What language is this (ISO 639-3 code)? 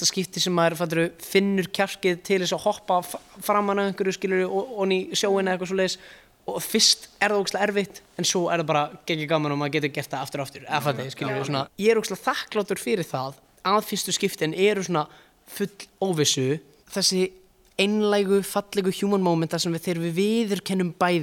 isl